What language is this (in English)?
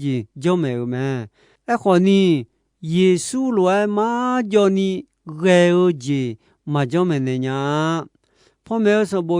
Akha